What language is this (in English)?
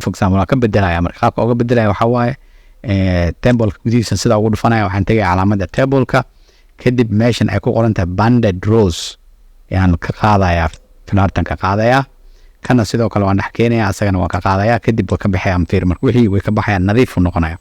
Somali